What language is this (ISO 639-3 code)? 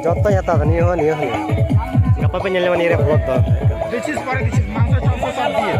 sat